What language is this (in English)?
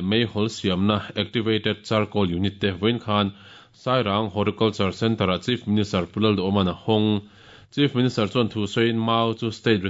Mizo